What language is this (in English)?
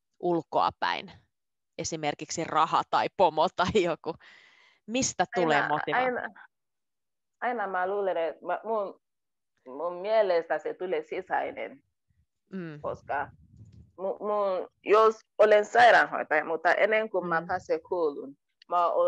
Finnish